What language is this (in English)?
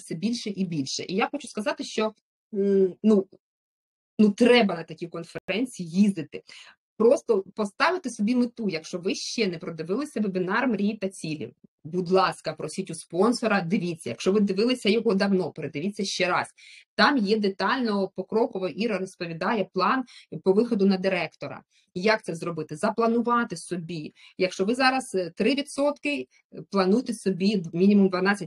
Ukrainian